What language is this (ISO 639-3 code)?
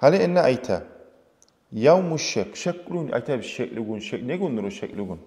kum